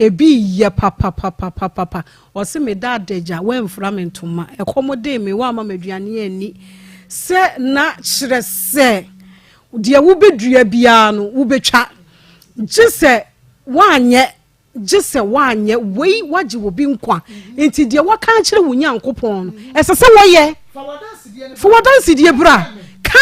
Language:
Akan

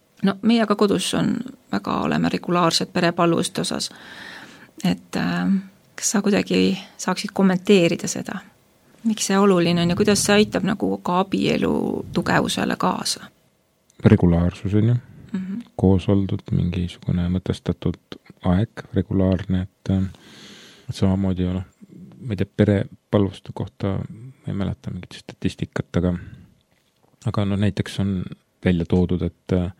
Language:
Estonian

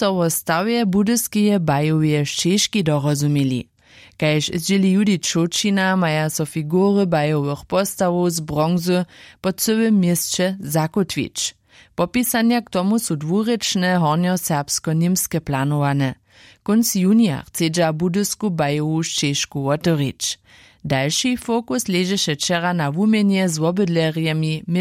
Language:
Upper Sorbian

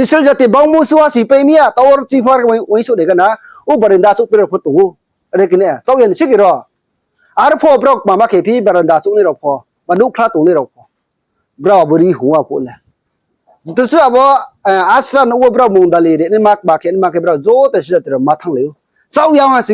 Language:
Riang (India)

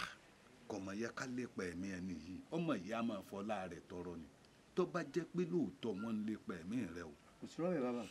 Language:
Yoruba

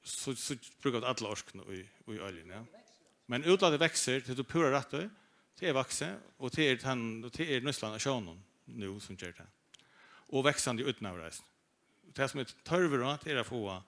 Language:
Faroese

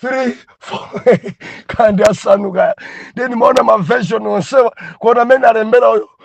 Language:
Nyanja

